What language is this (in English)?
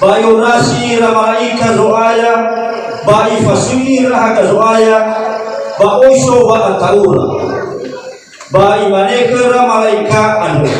Nias